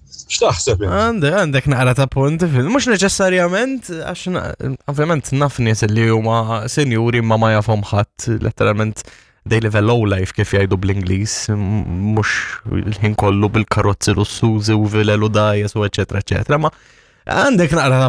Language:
Maltese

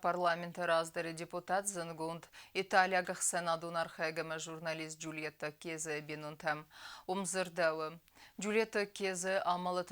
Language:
Ossetic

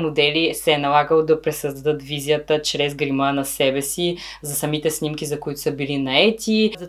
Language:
Bulgarian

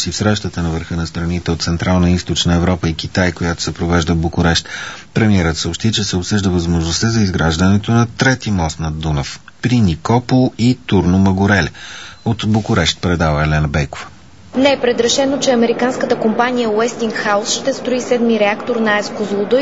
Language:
Bulgarian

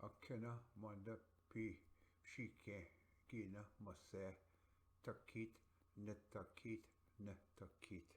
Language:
Ojibwa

